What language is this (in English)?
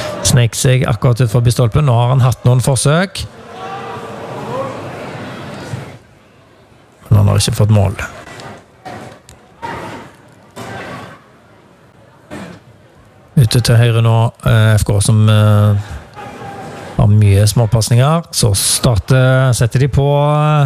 Norwegian